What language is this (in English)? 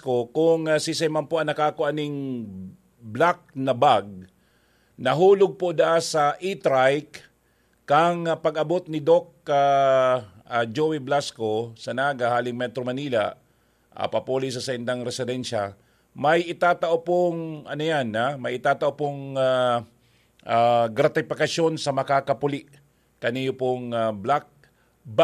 Bikol